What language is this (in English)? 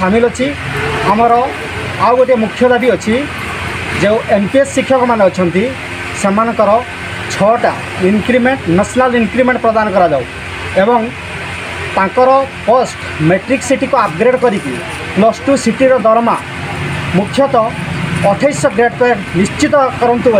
Odia